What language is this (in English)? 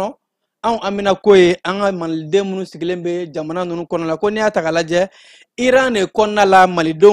Bambara